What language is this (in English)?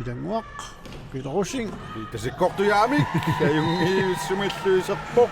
Kalaallisut